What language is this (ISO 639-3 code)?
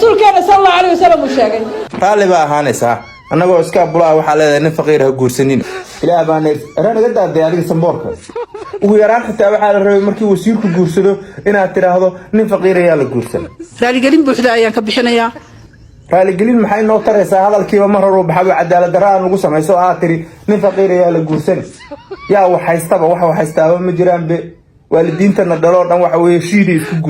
som